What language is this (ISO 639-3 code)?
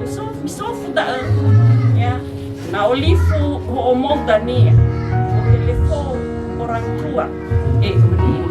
nia